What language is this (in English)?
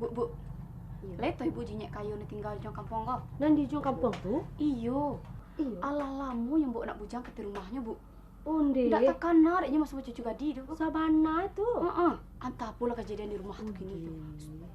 Minangkabau